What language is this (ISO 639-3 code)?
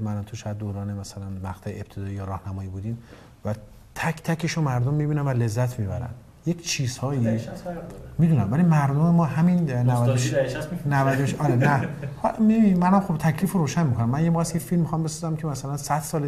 fas